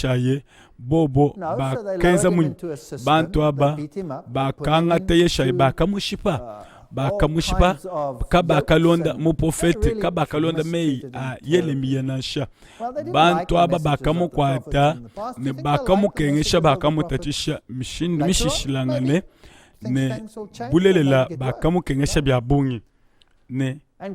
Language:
Luba-Lulua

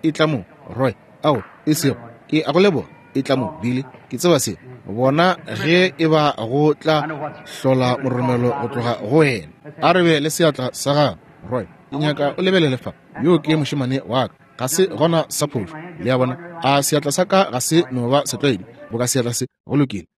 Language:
Northern Sotho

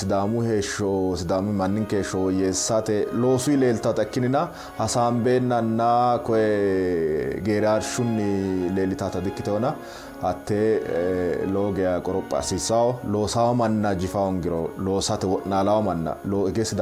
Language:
Sidamo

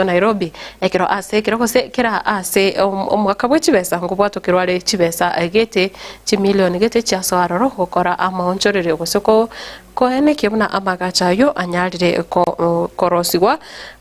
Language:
Gusii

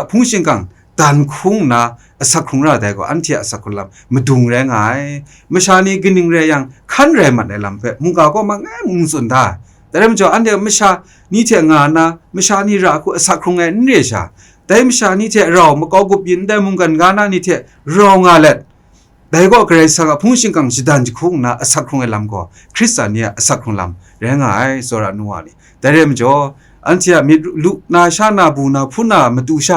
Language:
Kachin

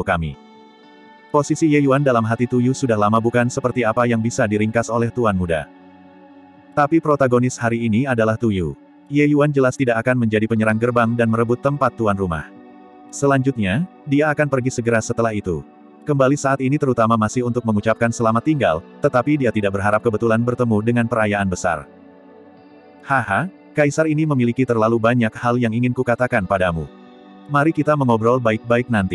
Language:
Indonesian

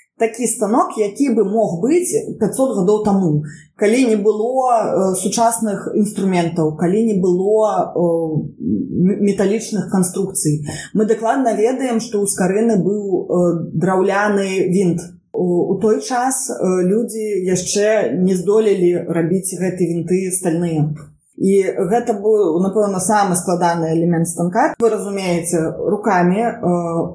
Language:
Belarusian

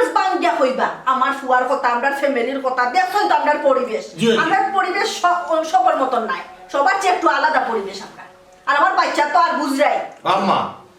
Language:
Sylheti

